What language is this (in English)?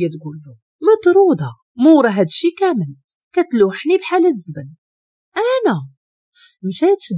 Moroccan Arabic